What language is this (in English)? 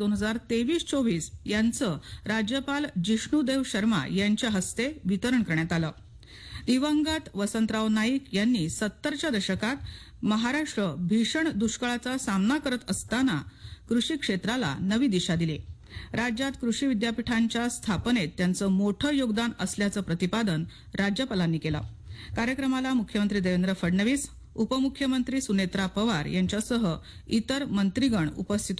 Marathi